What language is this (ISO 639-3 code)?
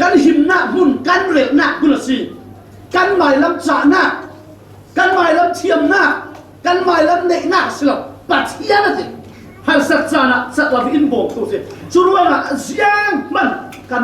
cfm